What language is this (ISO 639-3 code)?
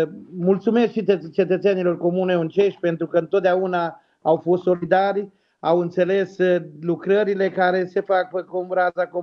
ron